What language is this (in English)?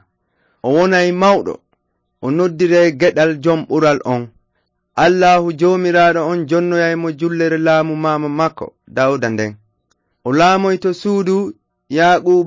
Fula